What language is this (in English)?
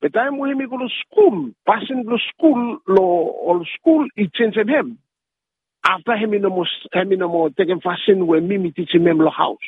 Bislama